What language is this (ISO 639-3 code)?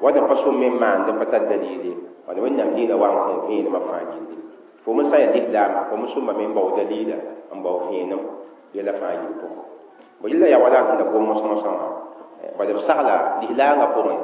mos